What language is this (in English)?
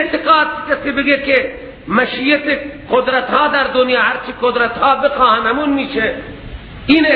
Persian